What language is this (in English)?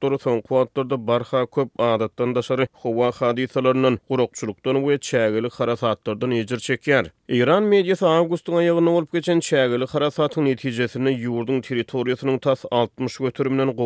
Turkmen